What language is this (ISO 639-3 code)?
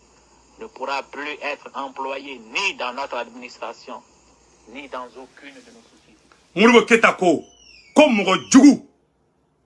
bam